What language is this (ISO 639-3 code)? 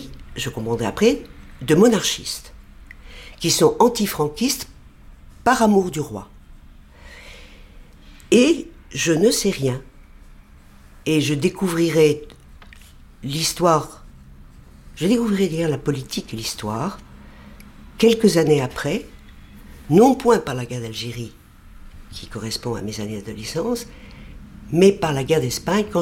fra